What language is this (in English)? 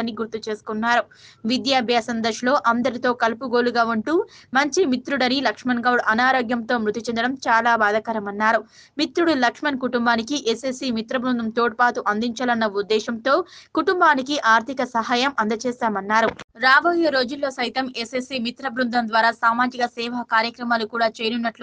Telugu